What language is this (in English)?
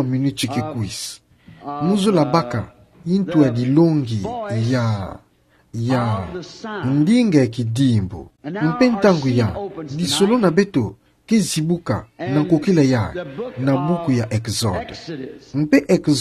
Kituba (Democratic Republic of Congo)